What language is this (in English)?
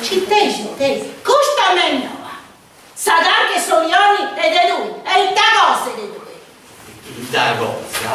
Sardinian